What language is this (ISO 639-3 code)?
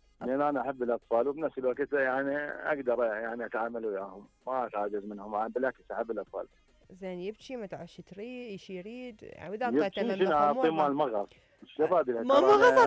acm